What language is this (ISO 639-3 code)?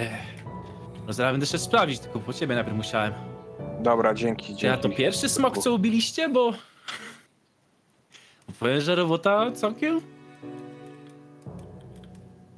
pol